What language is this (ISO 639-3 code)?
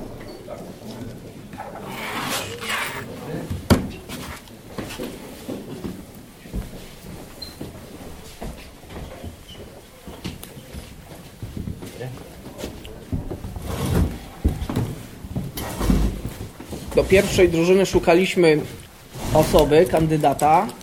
pol